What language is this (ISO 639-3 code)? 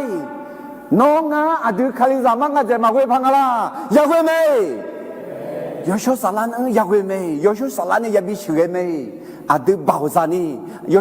ahk